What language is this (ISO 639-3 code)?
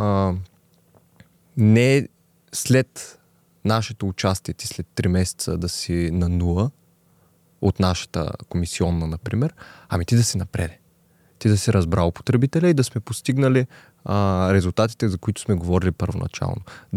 bul